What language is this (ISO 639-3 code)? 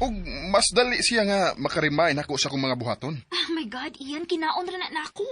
ceb